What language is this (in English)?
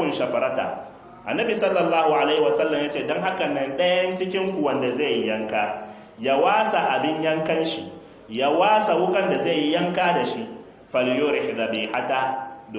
Hausa